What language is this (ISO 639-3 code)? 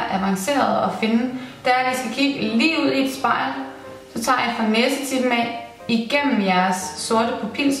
dan